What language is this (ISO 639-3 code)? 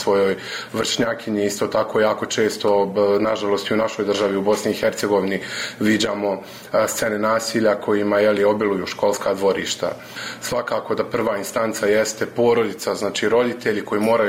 bos